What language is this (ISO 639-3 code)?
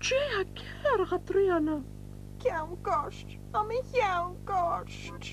gla